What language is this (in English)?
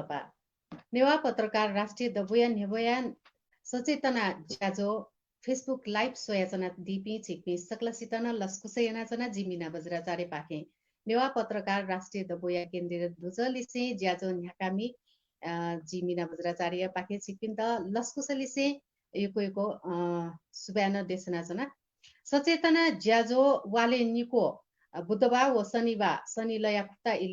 Newari